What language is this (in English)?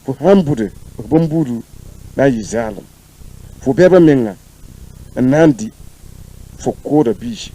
Mossi